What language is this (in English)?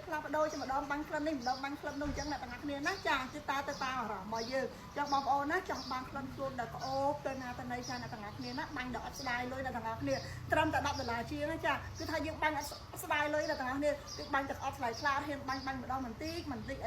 Khmer